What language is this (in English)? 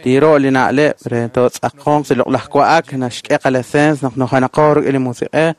Kekchí